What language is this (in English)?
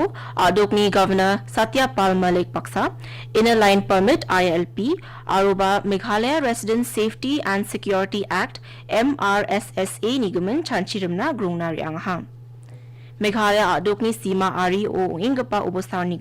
Garo